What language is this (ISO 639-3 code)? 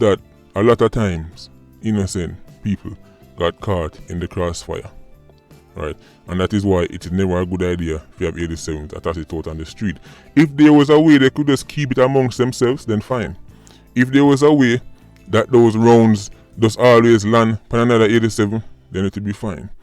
jam